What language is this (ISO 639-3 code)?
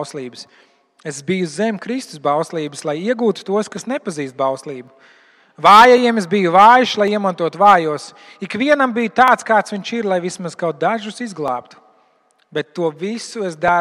lav